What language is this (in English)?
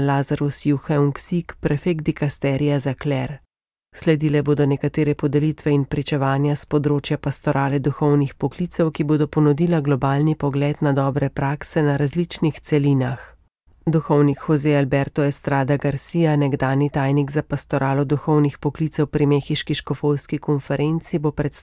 Slovenian